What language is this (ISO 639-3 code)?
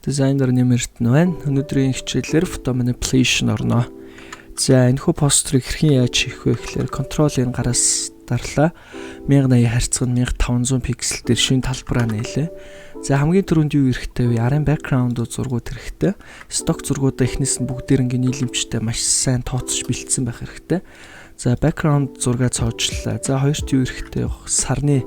mon